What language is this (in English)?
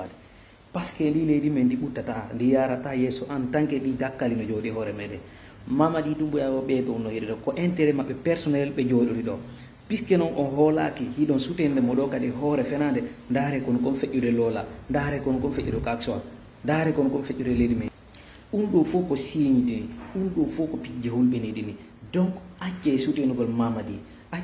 Fula